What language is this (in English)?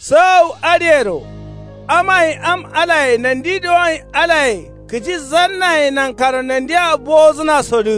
Kanuri